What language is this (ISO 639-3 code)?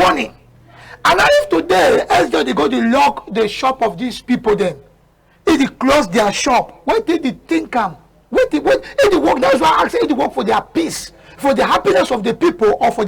wes